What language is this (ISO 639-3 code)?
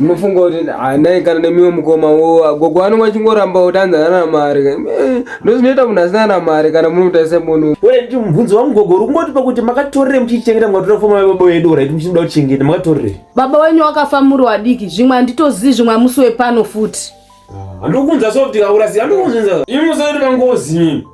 sna